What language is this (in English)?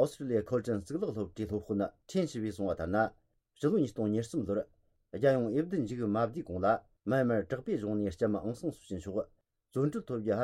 Tibetan